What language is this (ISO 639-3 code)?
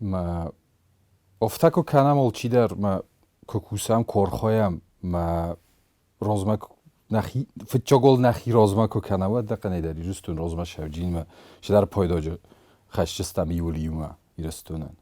oss